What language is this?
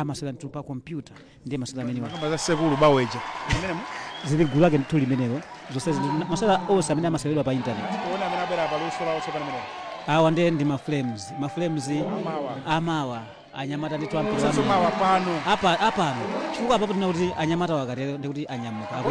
Nyanja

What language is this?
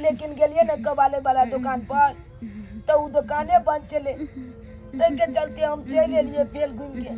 Maithili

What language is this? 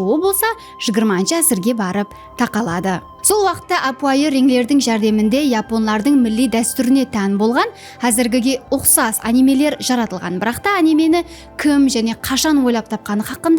Kara-Kalpak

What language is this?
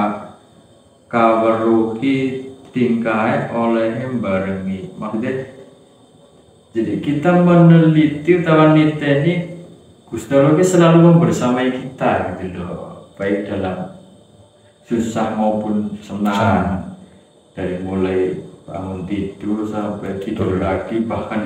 Indonesian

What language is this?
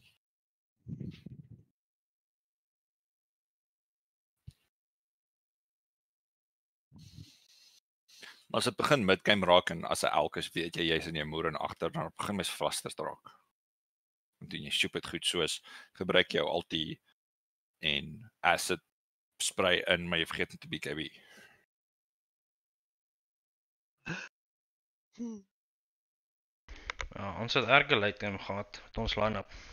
Afrikaans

